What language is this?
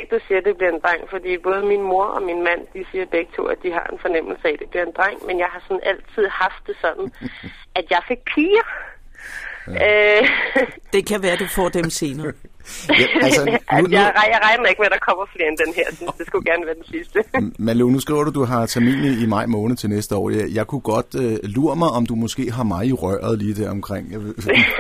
Danish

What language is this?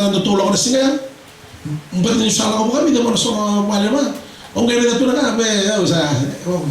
Fijian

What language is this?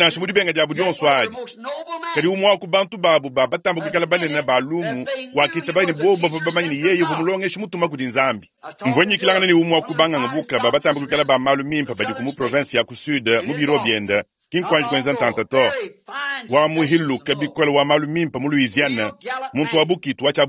Luba-Lulua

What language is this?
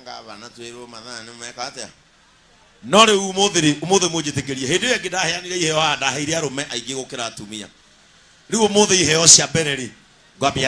Kikuyu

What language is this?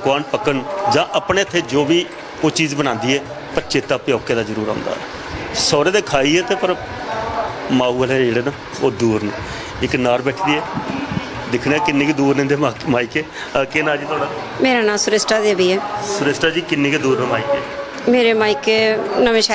Dogri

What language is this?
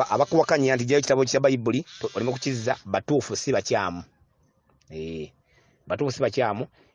Ganda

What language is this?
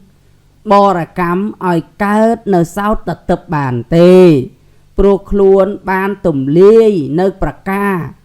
Khmer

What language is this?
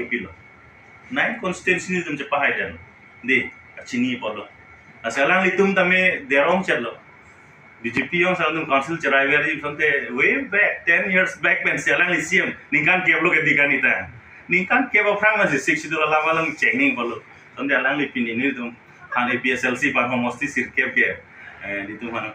Karbi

